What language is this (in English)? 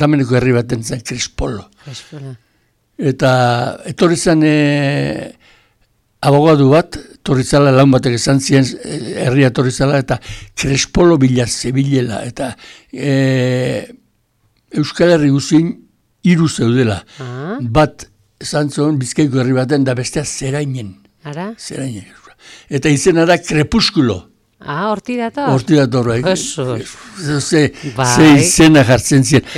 Basque